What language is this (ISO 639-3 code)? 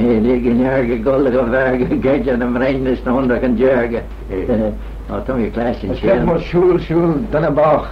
glv